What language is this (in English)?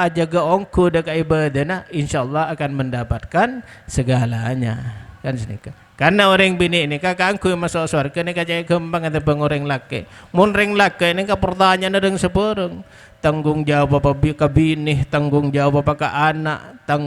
Madurese